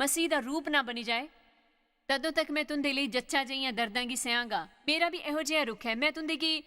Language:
Dogri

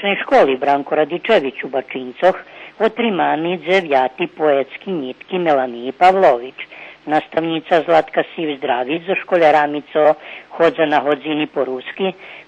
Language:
Rusyn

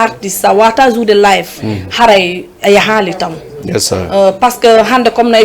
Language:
Fula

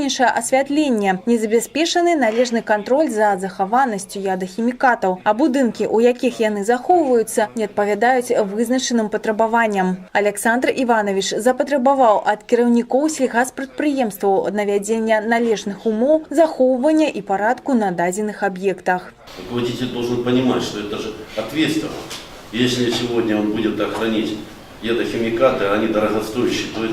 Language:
Belarusian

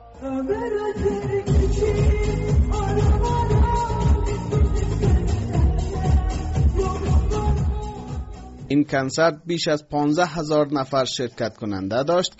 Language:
Persian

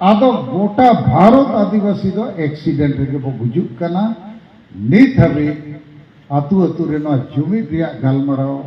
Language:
Santali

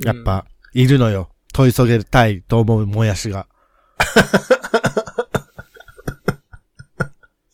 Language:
Japanese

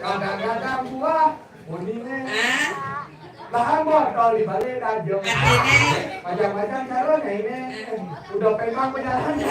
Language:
Balinese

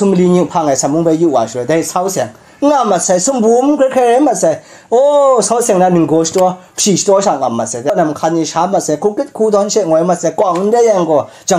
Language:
Kachin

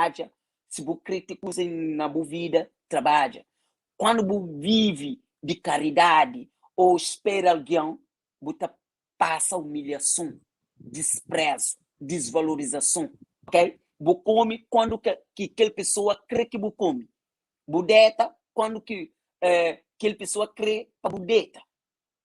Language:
Kabuverdianu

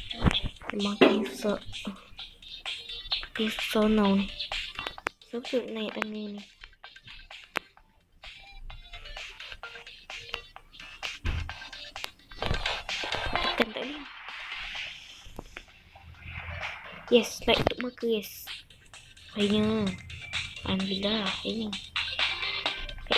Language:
Malay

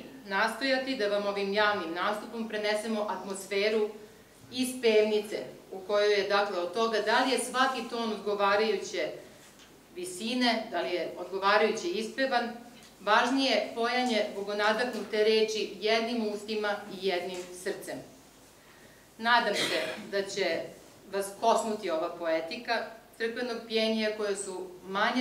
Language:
Serbian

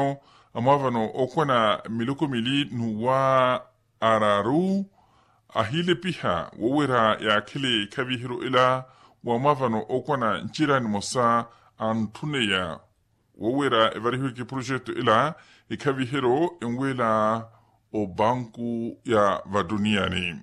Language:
Makhuwa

